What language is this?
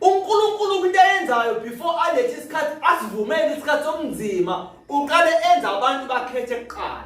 Zulu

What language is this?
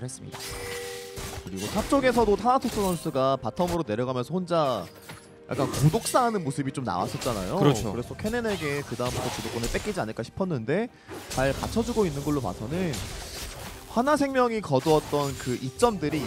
Korean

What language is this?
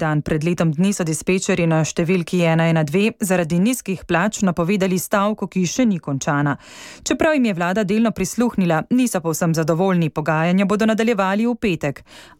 Slovenian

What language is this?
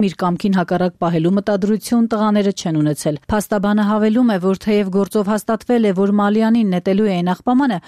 Armenian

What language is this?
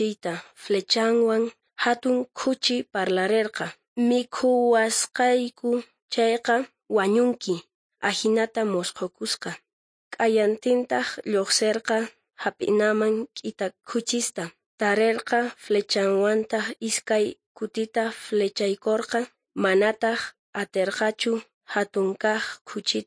South Bolivian Quechua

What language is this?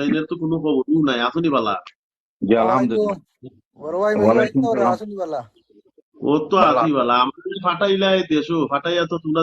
Sylheti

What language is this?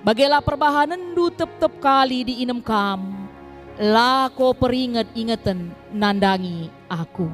Batak Karo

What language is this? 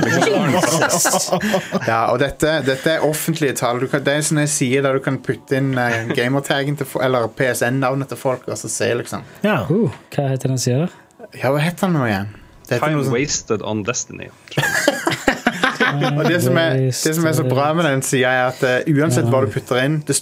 Norwegian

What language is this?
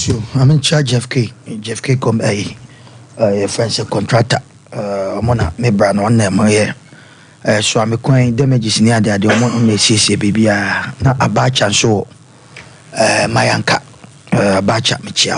Akan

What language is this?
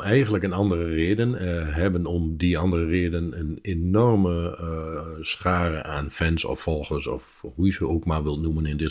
Dutch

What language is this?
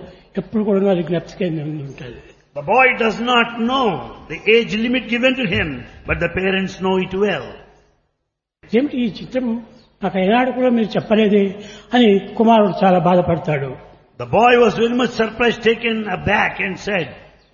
Telugu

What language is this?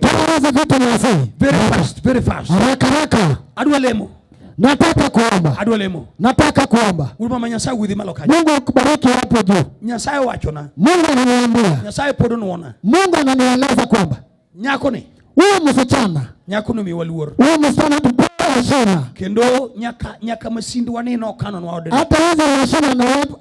Luo (Kenya and Tanzania)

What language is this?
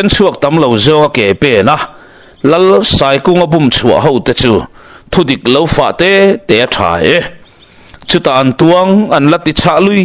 Mizo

